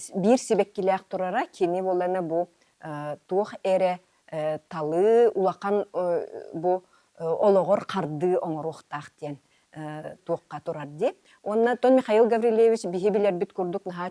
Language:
Yakut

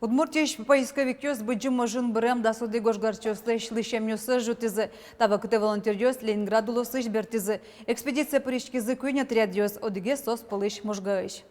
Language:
Udmurt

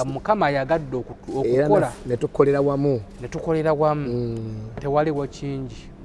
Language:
Ganda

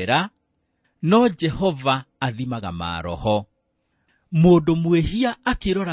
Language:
Kikuyu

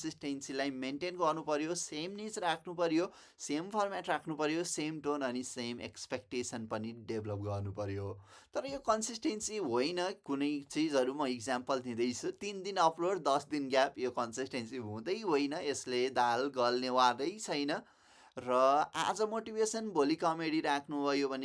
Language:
Nepali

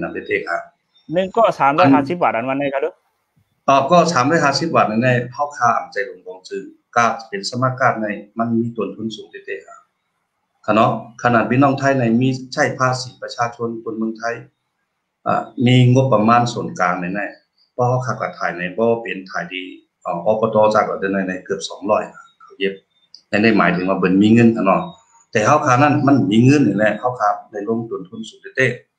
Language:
Shan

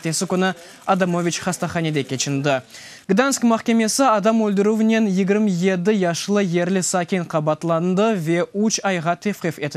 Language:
Crimean Tatar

